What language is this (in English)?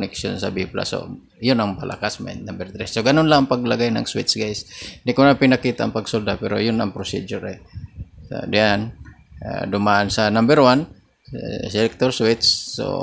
Filipino